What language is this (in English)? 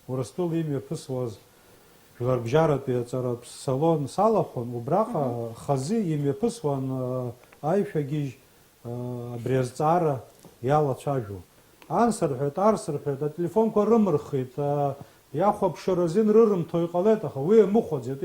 Abkhazian